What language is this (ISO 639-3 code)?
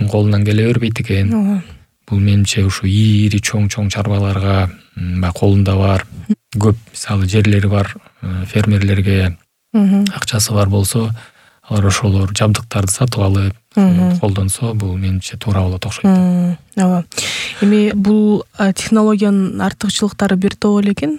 kir